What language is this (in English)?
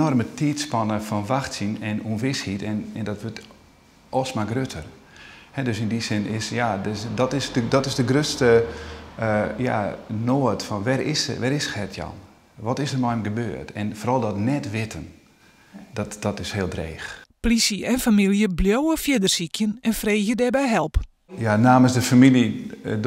Western Frisian